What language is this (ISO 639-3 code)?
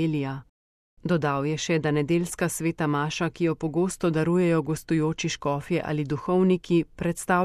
slv